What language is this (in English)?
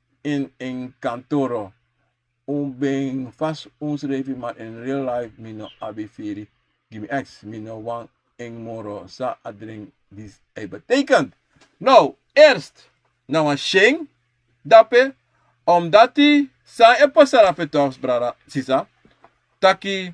Sranan Tongo